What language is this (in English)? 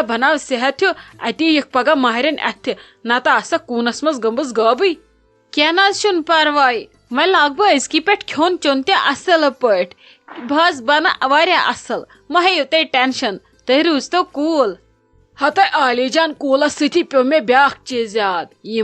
Kashmiri